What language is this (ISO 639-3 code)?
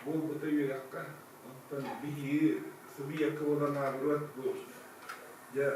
sah